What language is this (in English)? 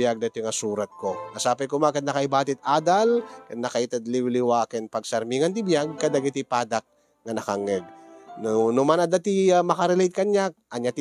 Iloko